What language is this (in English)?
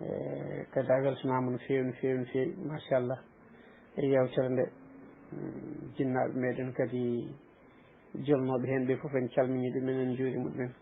Fula